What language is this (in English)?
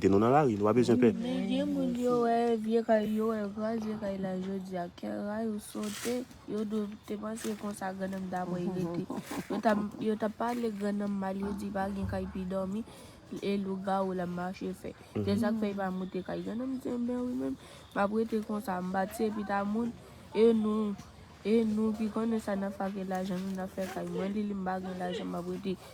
Haitian Creole